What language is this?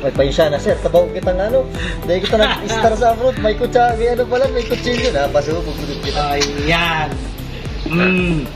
Bikol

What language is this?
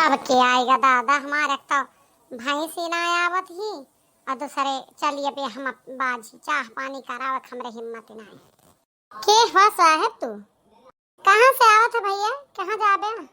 Awadhi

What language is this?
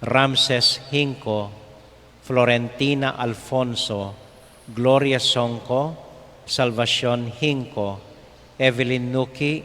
Pampanga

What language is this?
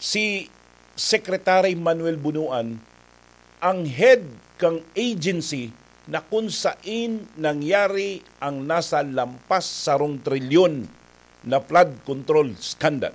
Bikol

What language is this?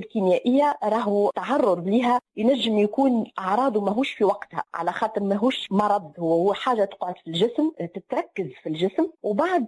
Tunisian Arabic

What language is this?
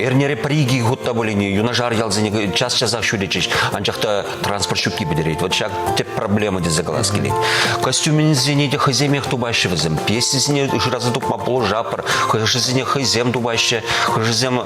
Chuvash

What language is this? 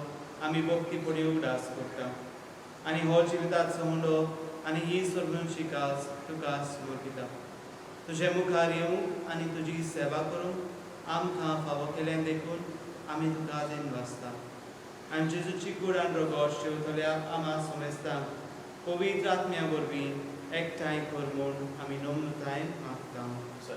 Konkani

